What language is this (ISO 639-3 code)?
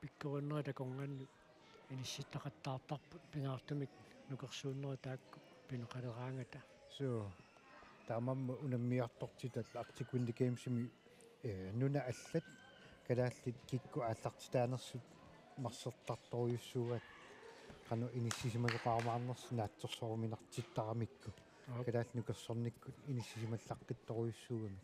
kal